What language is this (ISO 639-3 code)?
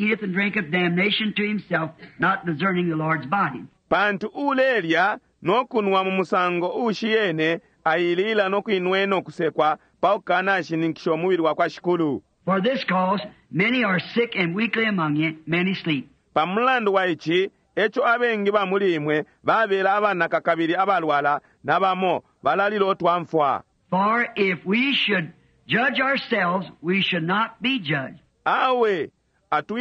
bem